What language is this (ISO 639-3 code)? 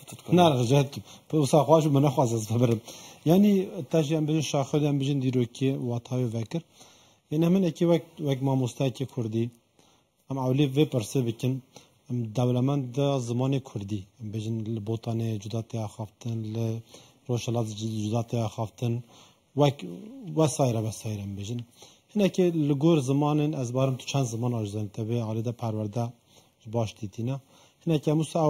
kur